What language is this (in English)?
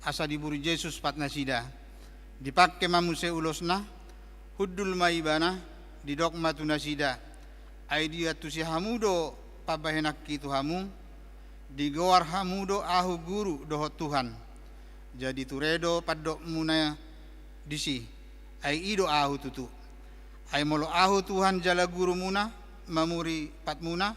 Batak Toba